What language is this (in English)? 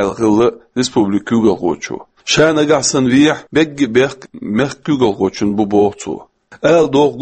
Chechen